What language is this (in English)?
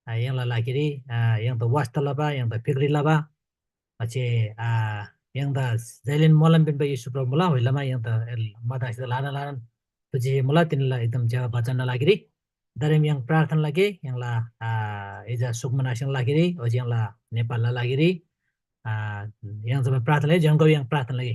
Eastern Tamang